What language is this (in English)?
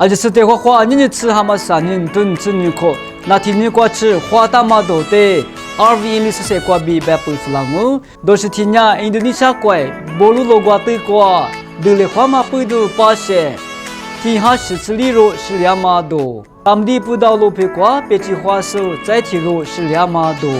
Lisu